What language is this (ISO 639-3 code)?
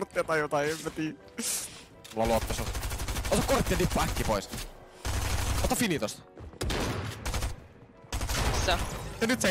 fin